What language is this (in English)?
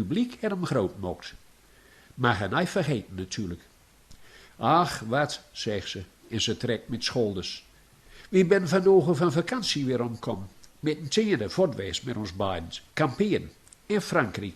Gronings